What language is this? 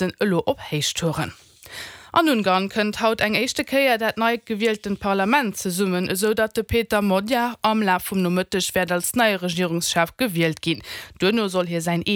Luxembourgish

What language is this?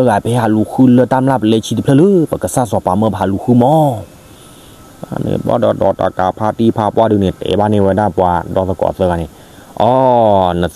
S'gaw Karen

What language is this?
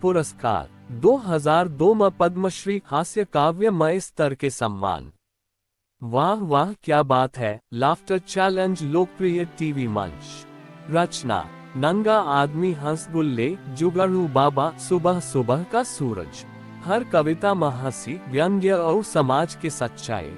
Chhattisgarhi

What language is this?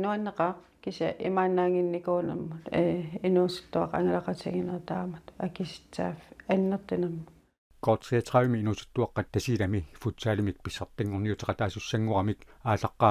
Kalaallisut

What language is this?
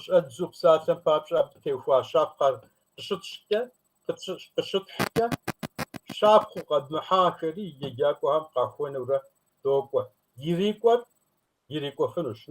Kabardian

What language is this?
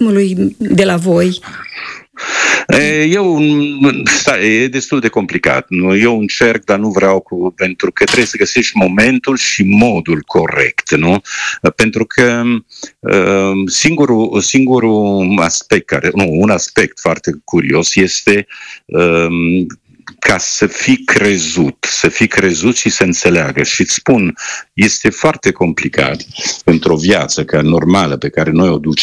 Romanian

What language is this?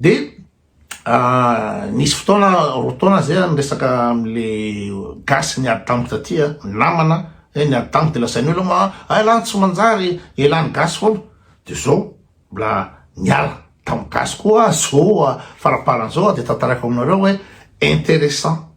Malagasy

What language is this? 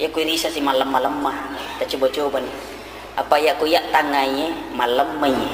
Buginese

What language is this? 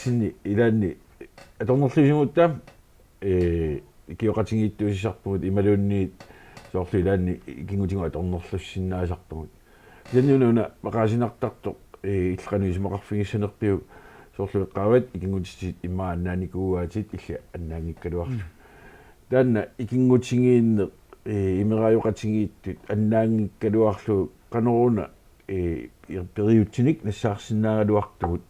Kalaallisut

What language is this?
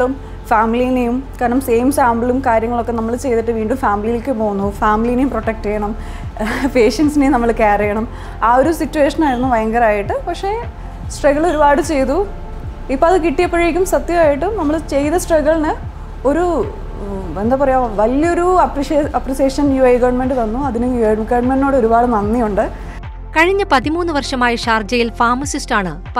Malayalam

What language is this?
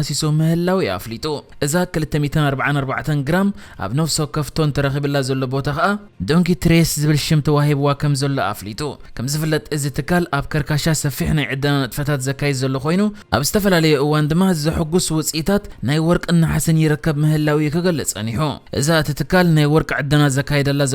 Tigrinya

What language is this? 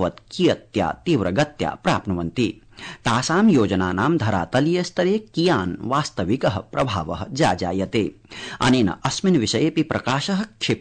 Sanskrit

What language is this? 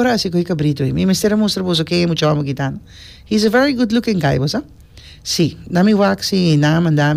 Papiamento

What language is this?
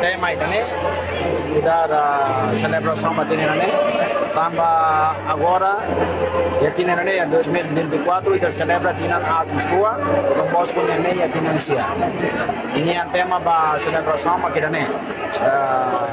Tetum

